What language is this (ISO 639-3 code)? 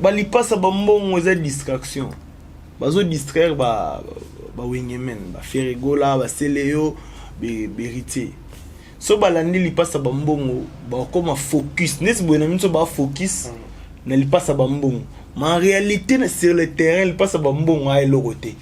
lin